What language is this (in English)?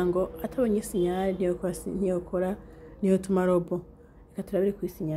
Rundi